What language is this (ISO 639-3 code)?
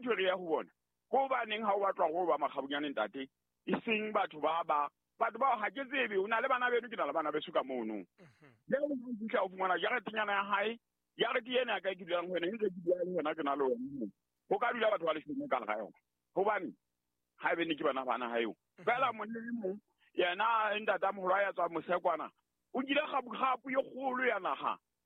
sot